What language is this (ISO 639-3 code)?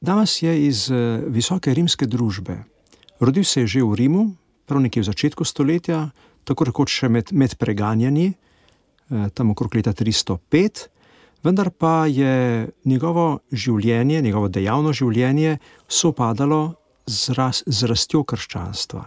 slv